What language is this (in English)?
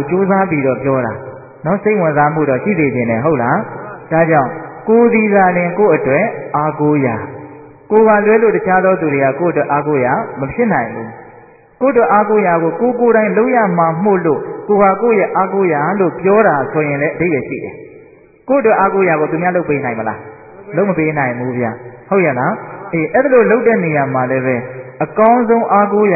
Burmese